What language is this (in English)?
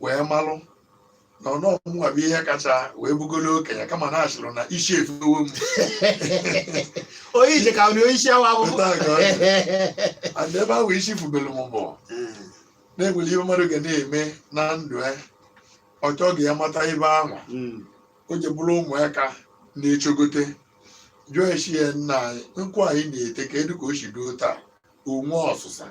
Igbo